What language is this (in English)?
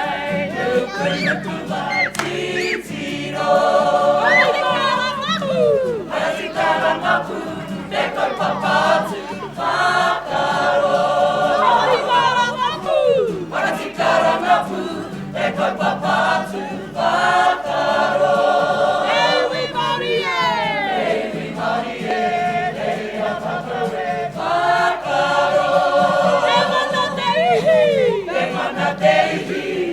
Māori